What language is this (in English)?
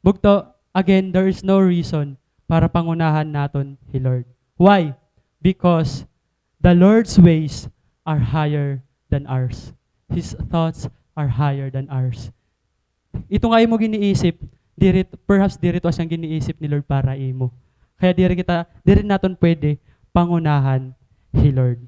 Waray